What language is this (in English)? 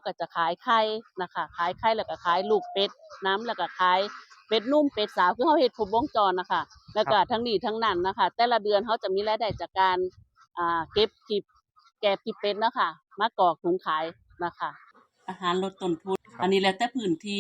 Northeastern Thai